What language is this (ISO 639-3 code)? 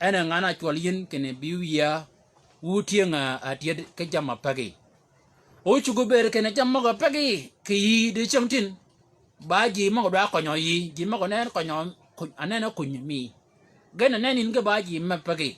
shk